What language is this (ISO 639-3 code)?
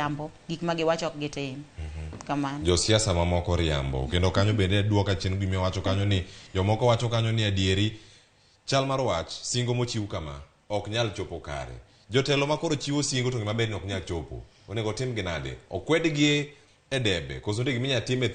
luo